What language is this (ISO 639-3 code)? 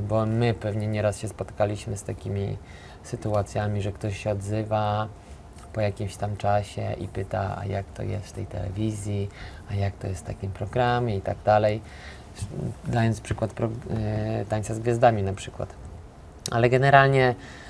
pol